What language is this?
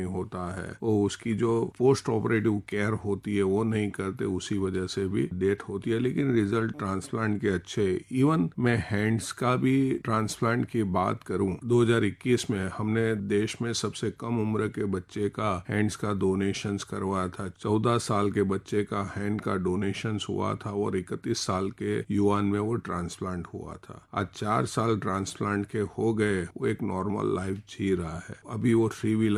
Hindi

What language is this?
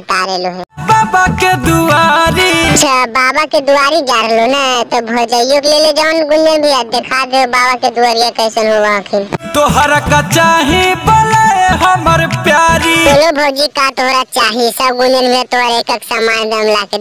Magahi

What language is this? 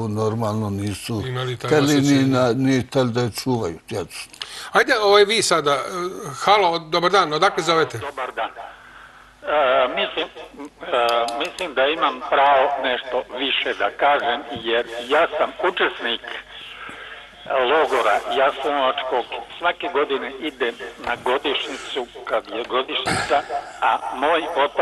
Serbian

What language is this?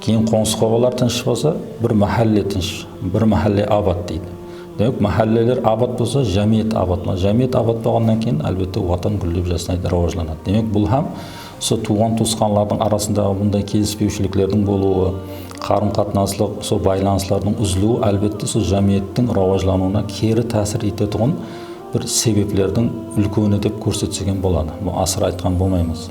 Kara-Kalpak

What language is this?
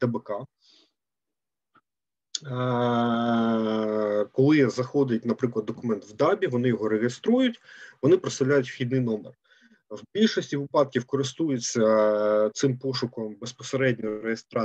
Ukrainian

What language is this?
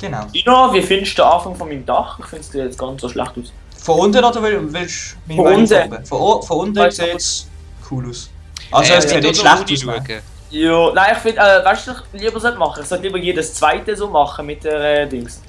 Swiss German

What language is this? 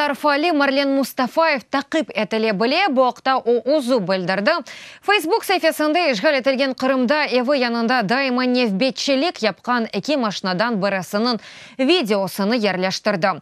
Crimean Tatar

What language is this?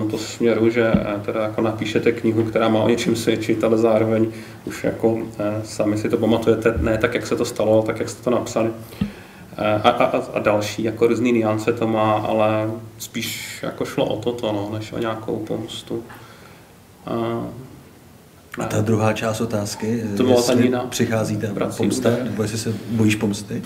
Czech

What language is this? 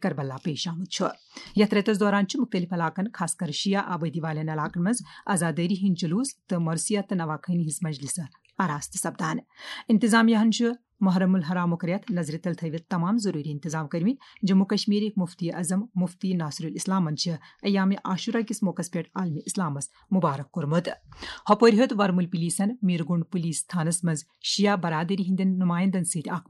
Kashmiri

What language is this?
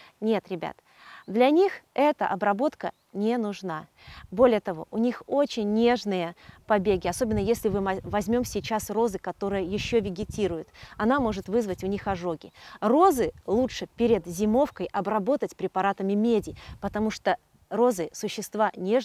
Russian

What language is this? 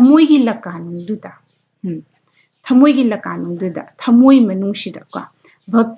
Manipuri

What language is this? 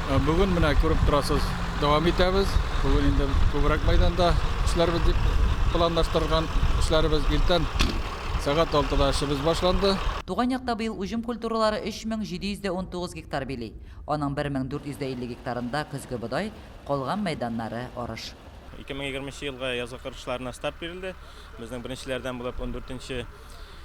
Tatar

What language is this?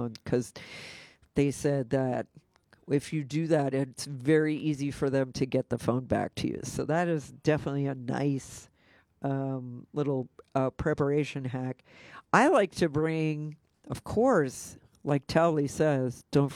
English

